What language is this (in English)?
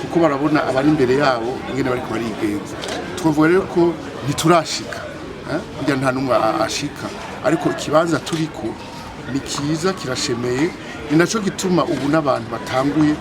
Rundi